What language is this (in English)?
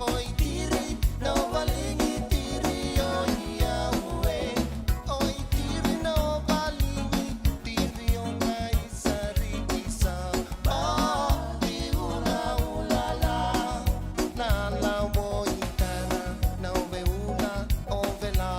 Fijian